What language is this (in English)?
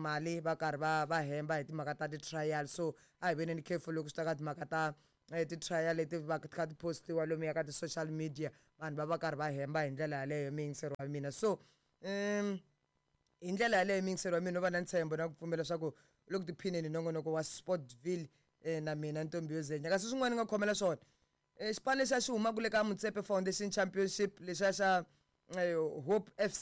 Tsonga